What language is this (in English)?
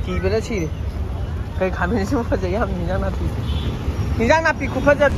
Manipuri